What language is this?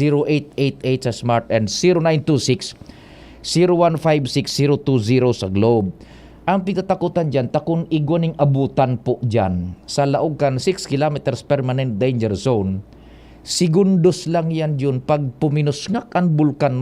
Bikol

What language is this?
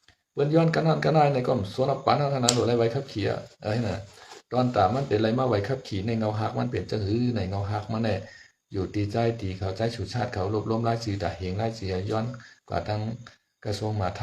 Shan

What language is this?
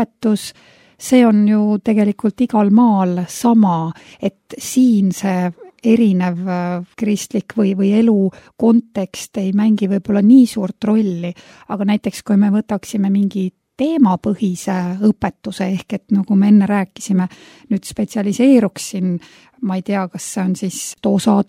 Estonian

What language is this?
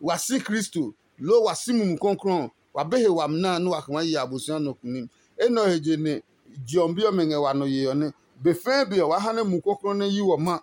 Adangme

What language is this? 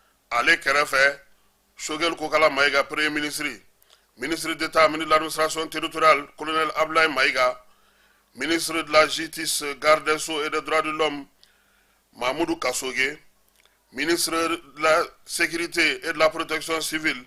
Bambara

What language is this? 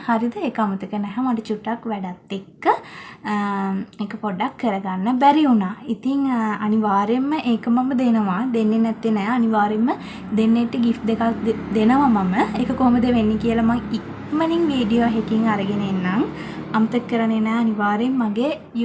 Sinhala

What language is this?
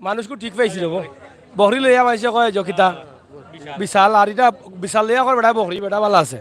Sylheti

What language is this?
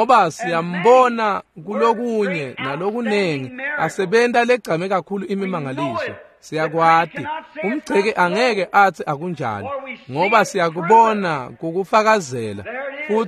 Swati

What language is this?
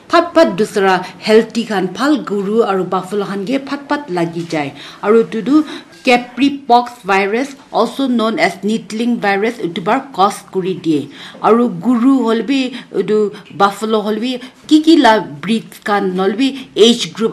Naga Pidgin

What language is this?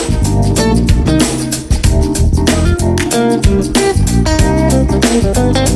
Italian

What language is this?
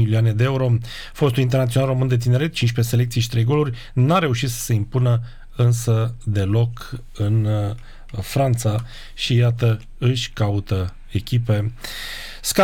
Romanian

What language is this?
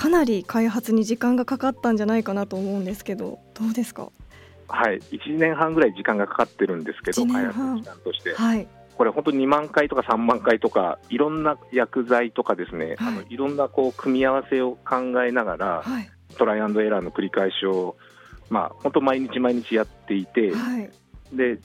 Japanese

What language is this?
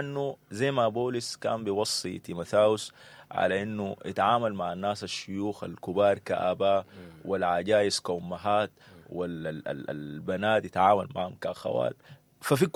Sudanese Arabic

